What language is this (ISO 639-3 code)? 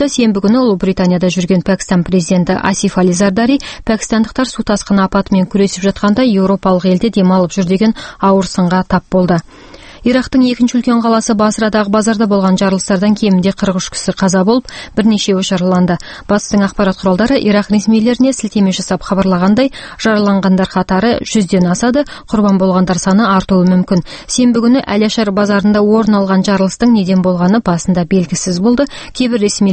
kaz